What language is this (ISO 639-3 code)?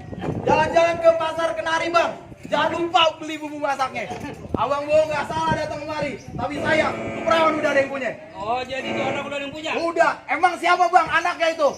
bew